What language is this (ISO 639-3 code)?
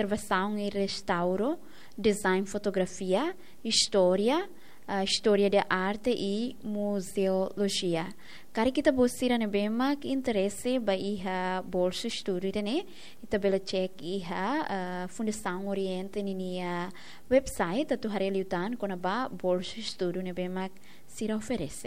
tet